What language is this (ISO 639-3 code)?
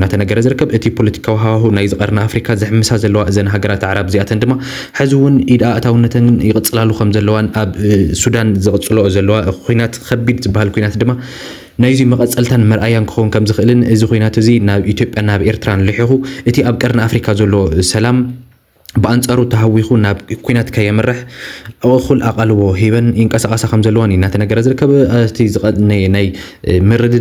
tir